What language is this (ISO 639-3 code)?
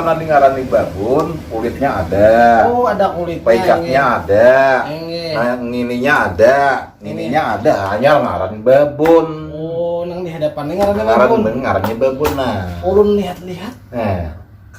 bjn